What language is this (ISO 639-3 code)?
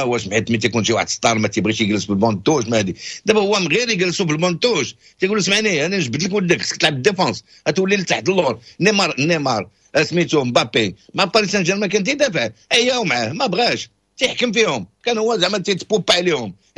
ary